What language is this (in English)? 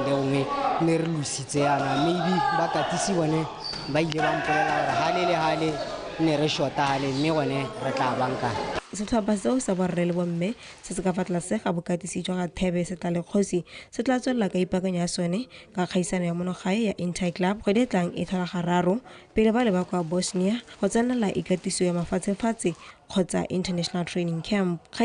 Tswana